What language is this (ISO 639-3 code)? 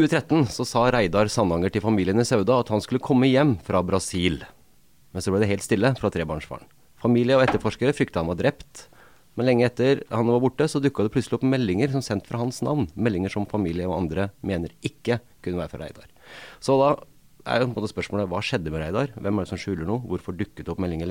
nor